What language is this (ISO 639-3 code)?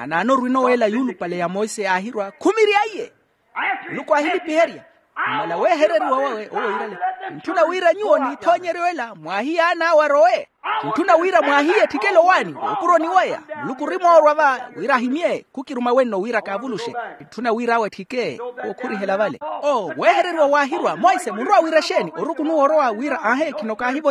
vmw